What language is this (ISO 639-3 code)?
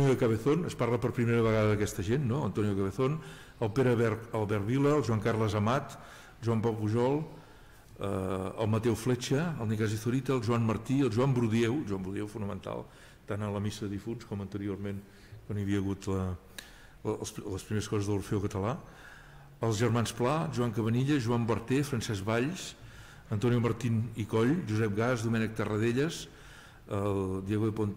cat